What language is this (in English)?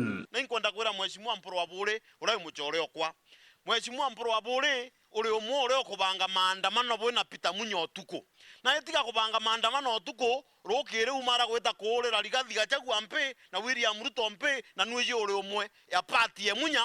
Meru